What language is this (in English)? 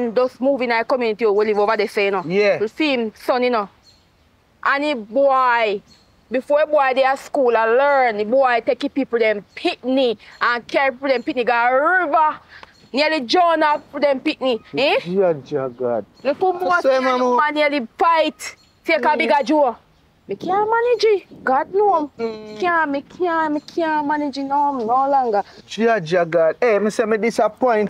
Jamaican Creole English